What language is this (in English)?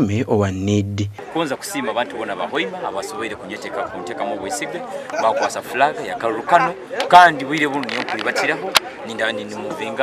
Nyankole